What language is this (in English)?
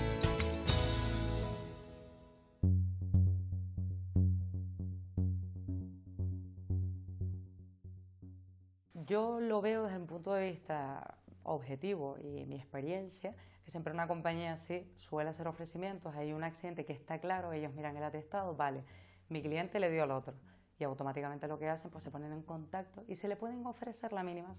Spanish